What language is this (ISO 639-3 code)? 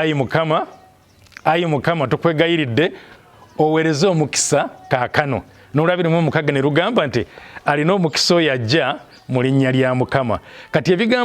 lug